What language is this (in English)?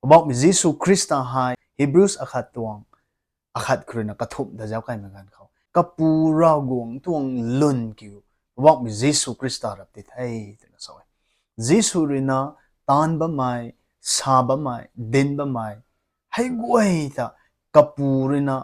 Rongmei Naga